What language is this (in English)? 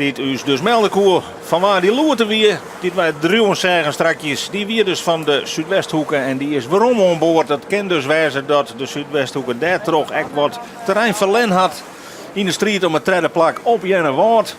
Western Frisian